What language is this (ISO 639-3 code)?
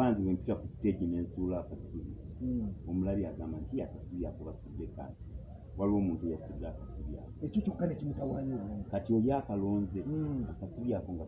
lug